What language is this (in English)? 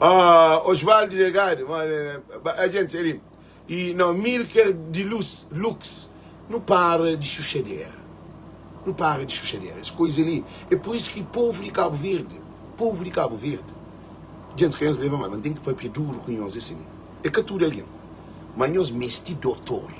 Kabuverdianu